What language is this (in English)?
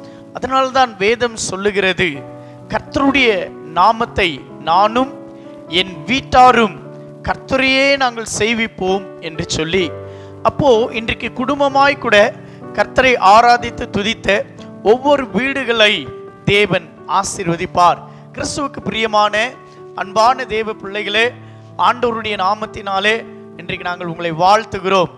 Tamil